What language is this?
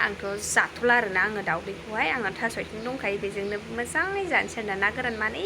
Bodo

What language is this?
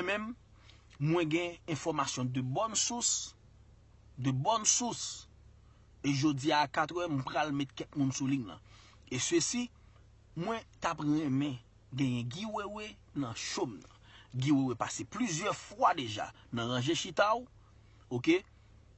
Haitian Creole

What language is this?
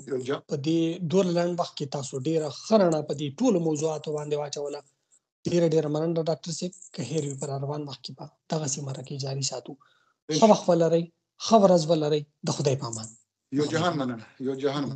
Pashto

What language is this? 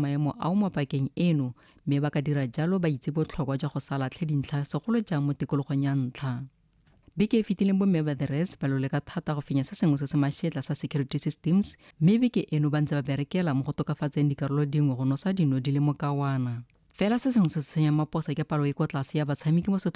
Tswana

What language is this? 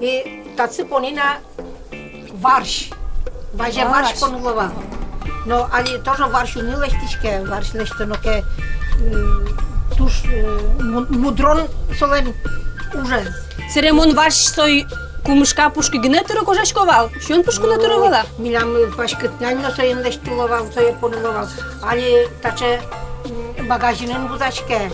Udmurt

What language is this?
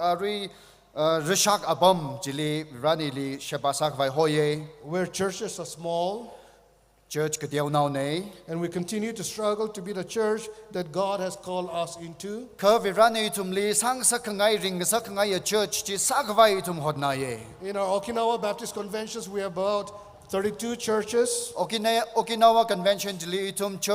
Tangkhul Naga (India)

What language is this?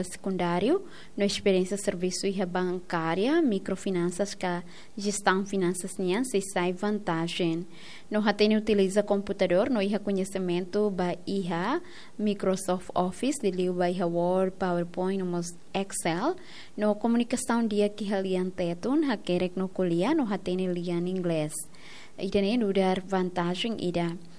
Tetum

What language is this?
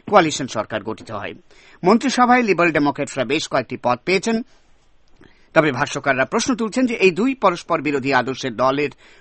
Bangla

